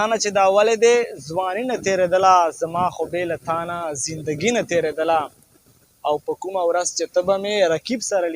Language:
Pashto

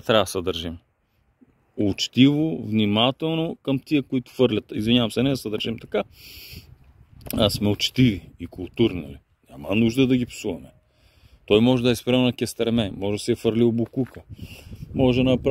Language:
Bulgarian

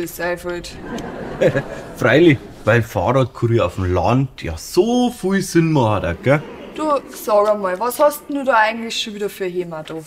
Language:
Bavarian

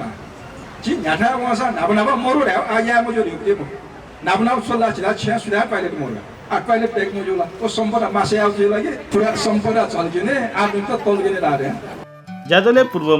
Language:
Newari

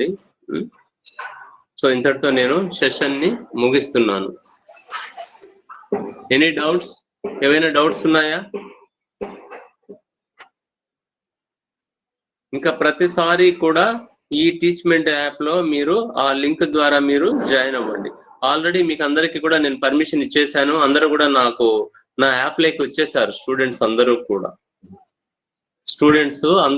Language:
Telugu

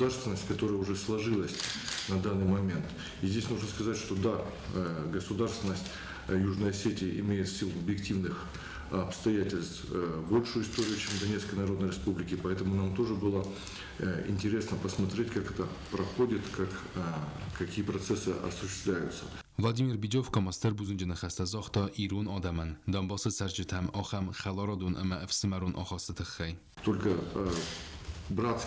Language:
Ossetic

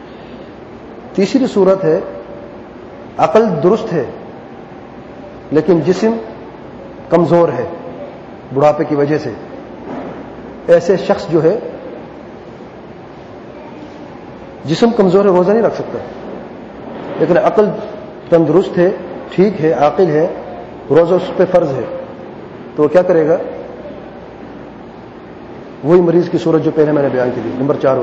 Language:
Urdu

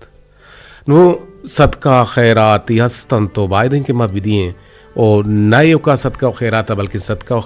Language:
Eastern Balochi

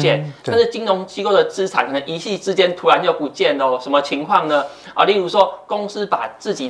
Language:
Chinese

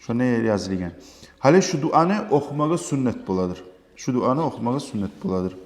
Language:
Kumyk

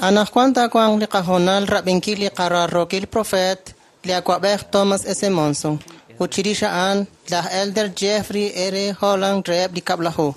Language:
Kekchí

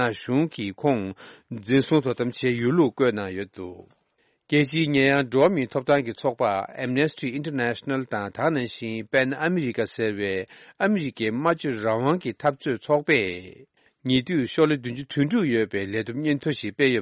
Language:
Tibetan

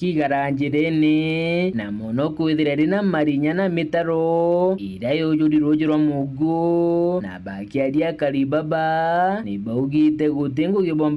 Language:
Meru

